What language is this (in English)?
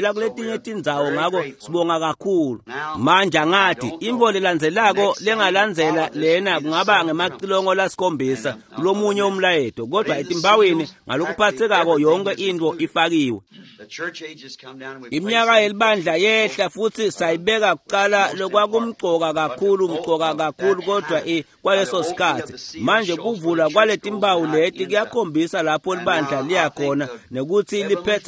Swati